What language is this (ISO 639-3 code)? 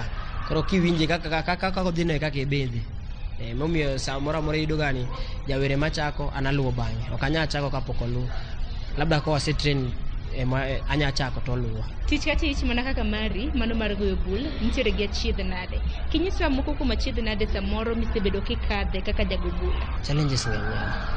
luo